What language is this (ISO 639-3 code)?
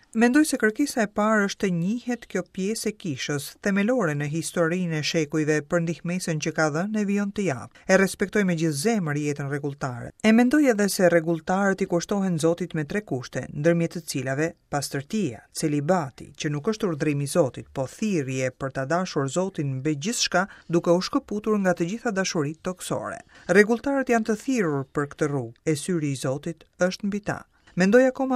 sqi